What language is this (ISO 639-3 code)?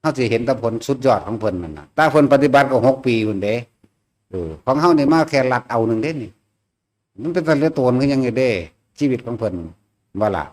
tts